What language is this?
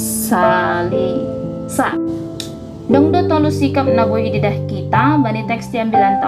Batak Simalungun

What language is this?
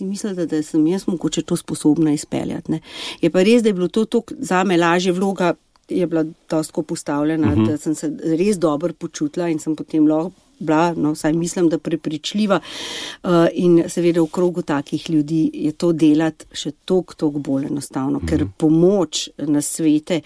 Slovenian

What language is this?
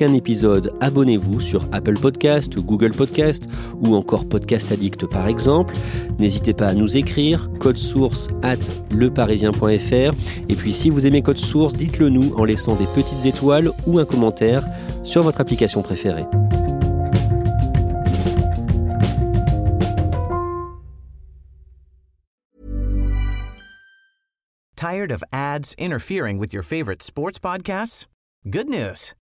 French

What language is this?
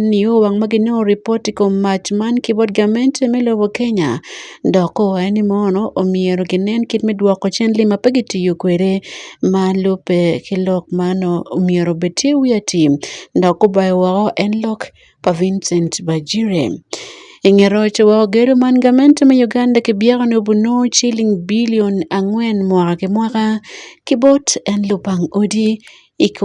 Acoli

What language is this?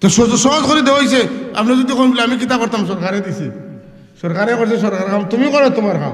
Sylheti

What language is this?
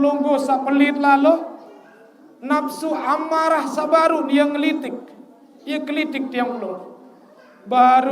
Sasak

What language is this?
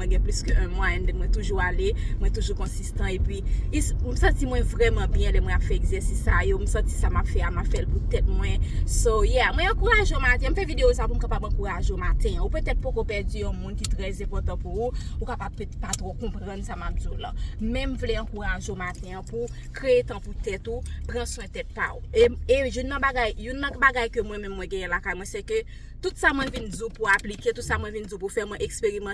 Haitian Creole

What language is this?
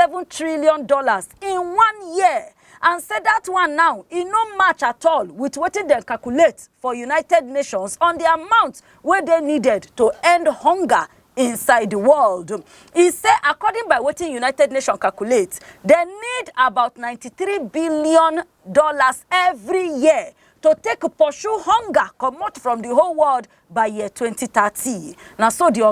Nigerian Pidgin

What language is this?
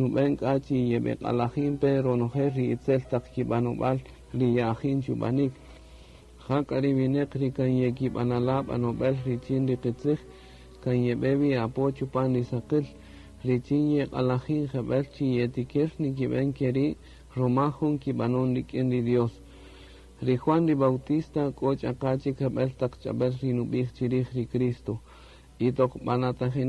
Kaqchikel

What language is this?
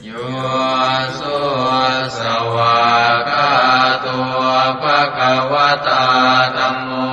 Pali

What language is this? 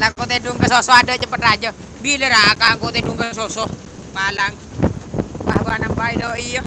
Madurese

